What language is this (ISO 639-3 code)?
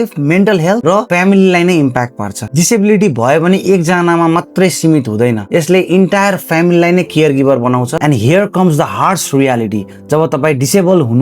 nep